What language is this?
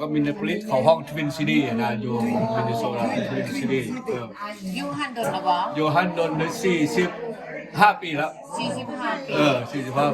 Lao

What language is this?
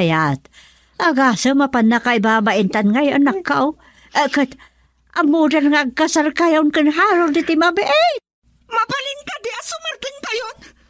Iloko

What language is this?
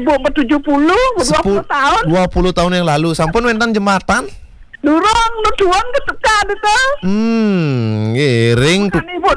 Balinese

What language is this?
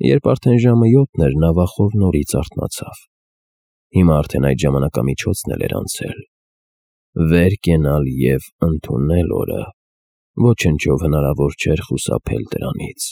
Armenian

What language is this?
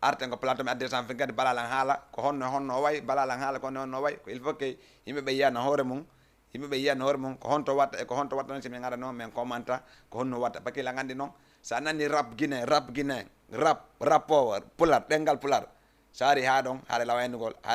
Fula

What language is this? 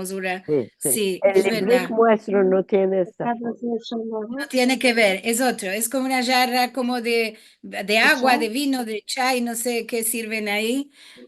Ladino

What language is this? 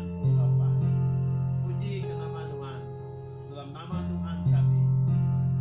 Iban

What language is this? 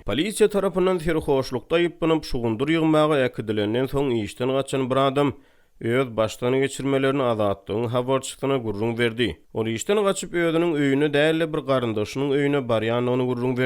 Turkmen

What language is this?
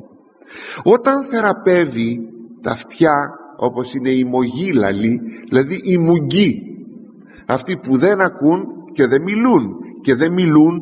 Greek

